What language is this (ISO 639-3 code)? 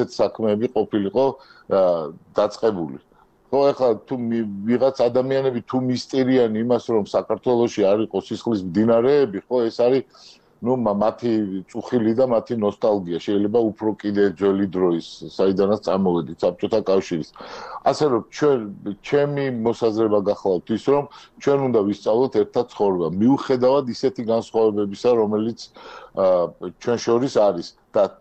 kat